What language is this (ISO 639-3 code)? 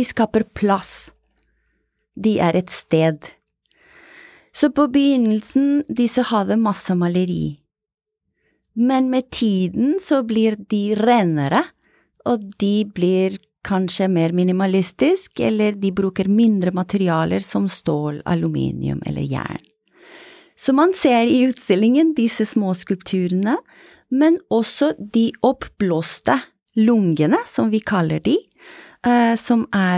nor